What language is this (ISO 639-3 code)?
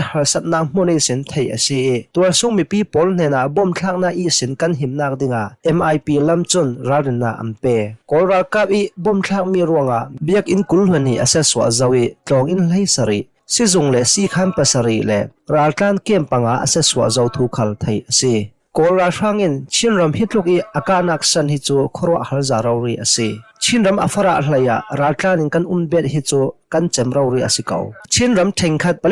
cnh